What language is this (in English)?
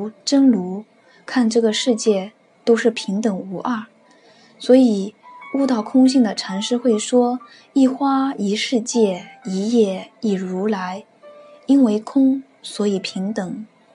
Chinese